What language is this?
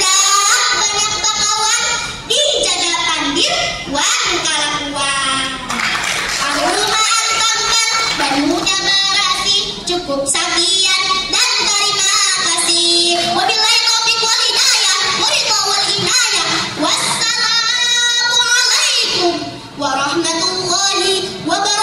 Banjar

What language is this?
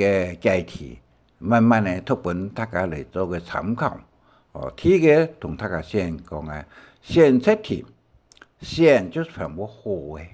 Hakka Chinese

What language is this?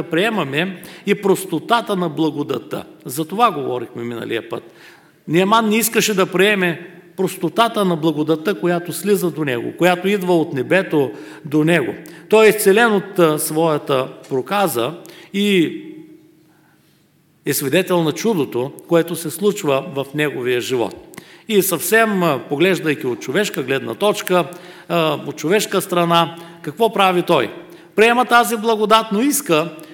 Bulgarian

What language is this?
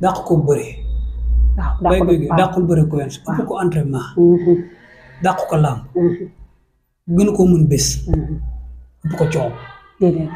Wolof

